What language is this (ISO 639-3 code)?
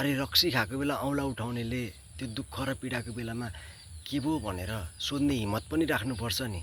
nep